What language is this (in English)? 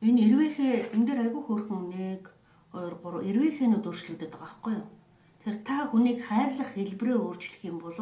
Mongolian